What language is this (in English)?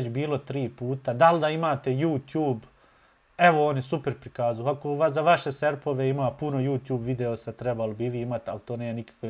Bosnian